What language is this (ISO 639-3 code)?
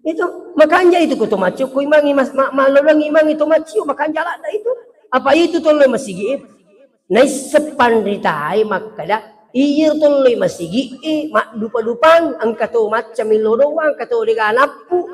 bug